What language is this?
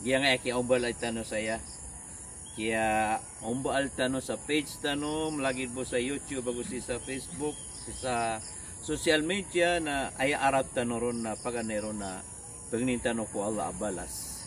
Maranao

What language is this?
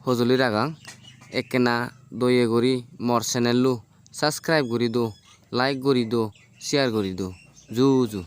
Chakma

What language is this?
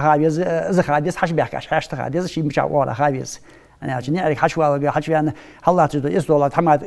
Ingush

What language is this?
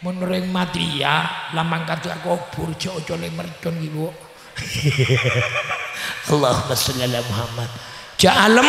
Madurese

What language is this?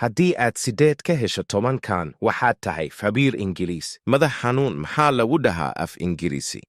Somali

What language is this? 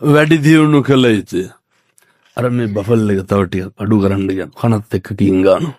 Sinhala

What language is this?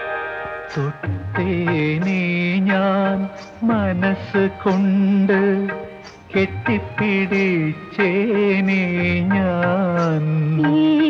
Malayalam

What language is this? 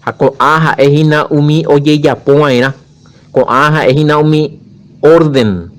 Guarani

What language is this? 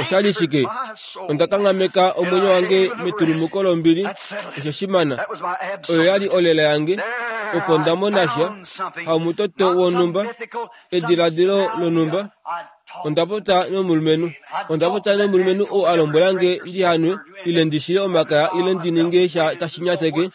Kuanyama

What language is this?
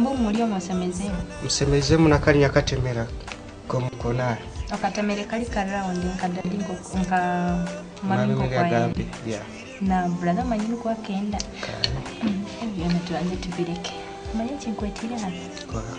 Nyoro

